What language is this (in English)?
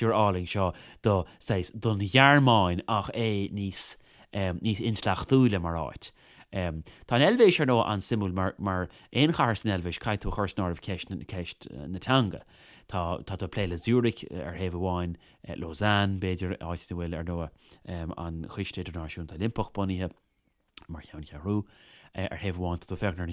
Irish